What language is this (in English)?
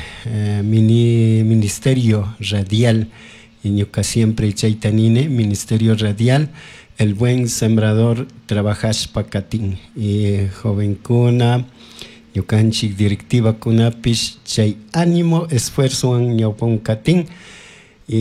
Chimborazo Highland Quichua